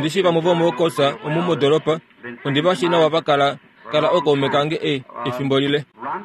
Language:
Kuanyama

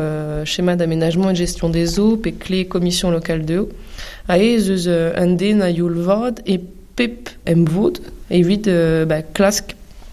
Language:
Breton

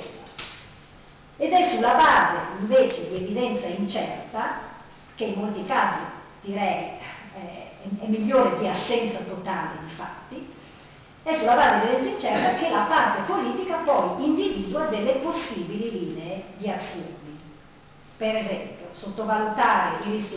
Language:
Italian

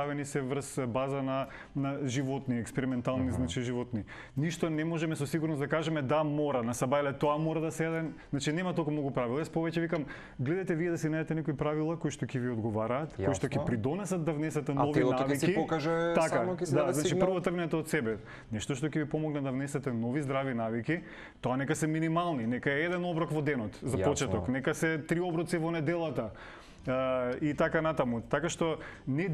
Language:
Macedonian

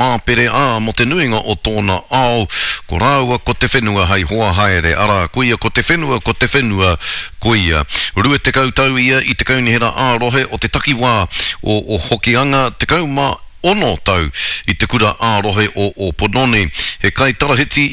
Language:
Māori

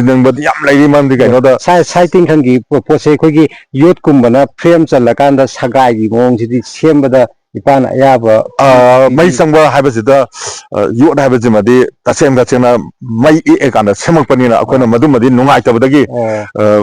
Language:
Manipuri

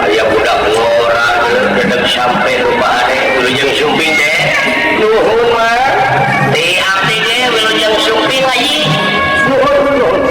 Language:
Sundanese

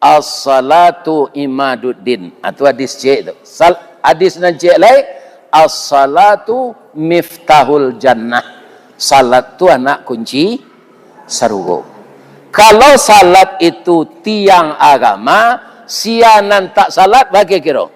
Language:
Minangkabau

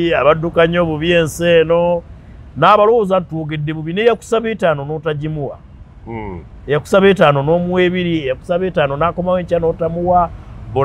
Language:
Ganda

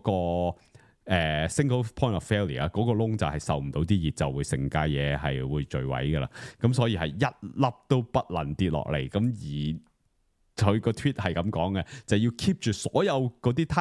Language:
Cantonese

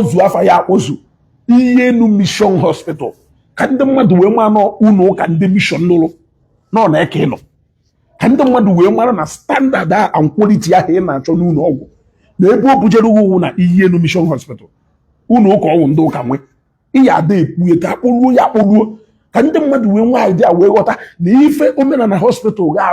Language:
Igbo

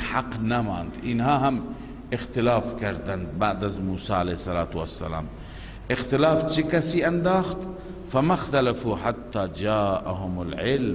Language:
Persian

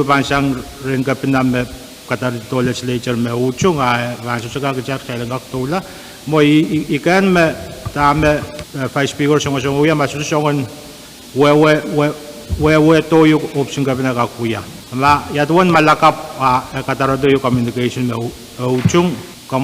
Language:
Pohnpeian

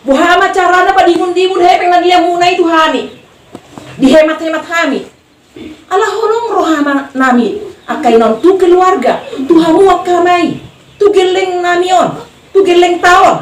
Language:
Batak Toba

